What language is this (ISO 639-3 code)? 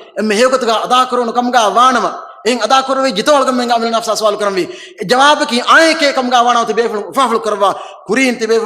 div